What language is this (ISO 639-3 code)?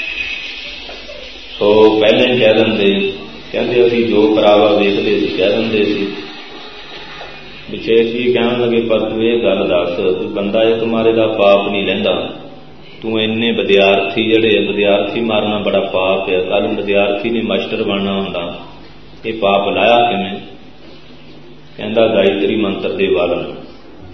pan